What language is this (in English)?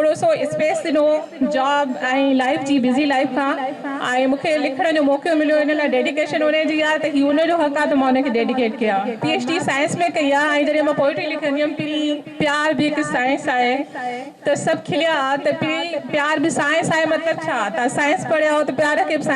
Sindhi